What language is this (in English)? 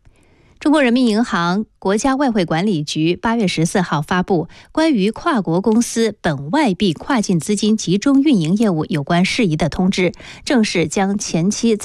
Chinese